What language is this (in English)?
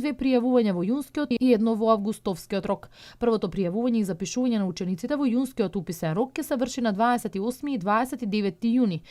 Macedonian